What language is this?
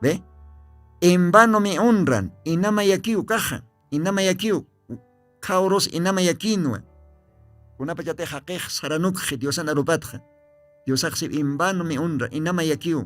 Aymara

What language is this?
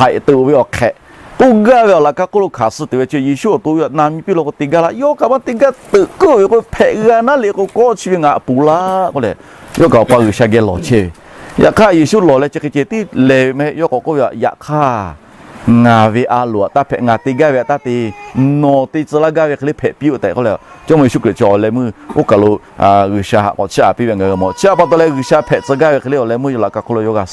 Lahu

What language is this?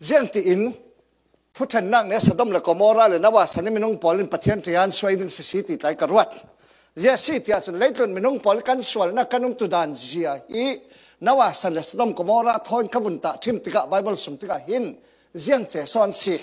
Falam Chin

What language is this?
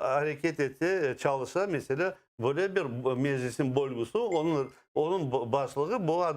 Crimean Tatar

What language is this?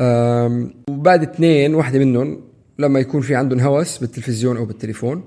North Levantine Arabic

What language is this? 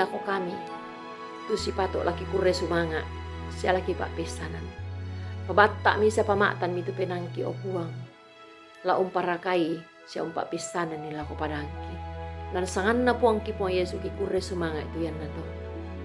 Toraja-Sa'dan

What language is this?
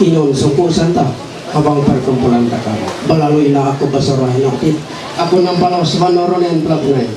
Ma'anyan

